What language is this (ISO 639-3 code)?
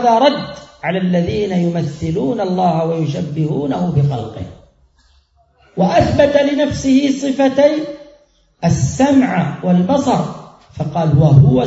ara